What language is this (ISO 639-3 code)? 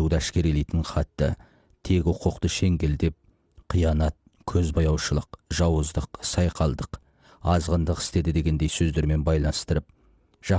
kaz